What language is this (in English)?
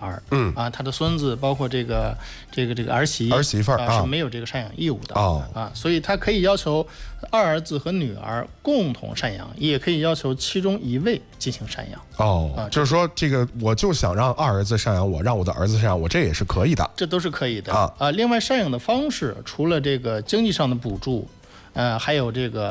Chinese